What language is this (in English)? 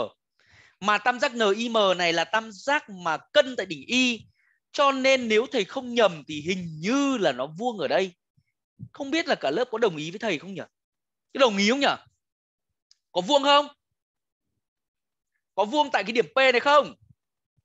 Vietnamese